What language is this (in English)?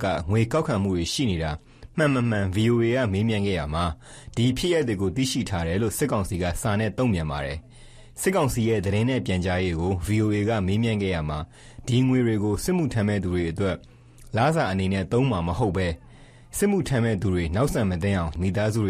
Burmese